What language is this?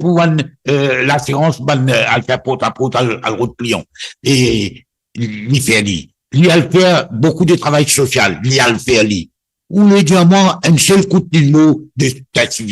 Morisyen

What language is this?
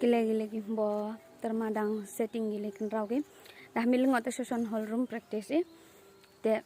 Khasi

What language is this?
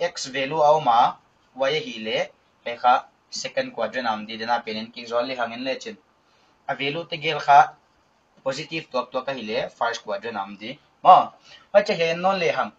Paite Chin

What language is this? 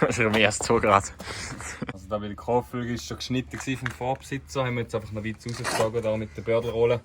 Swiss German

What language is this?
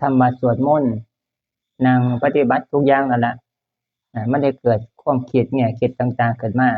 Northeastern Thai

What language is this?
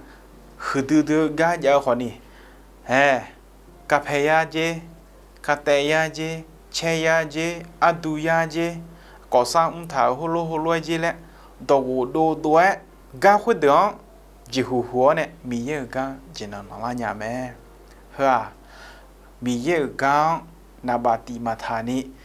Akha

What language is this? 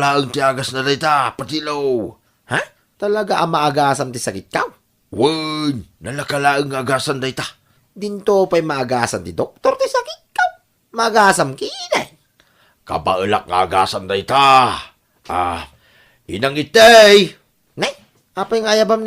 Iloko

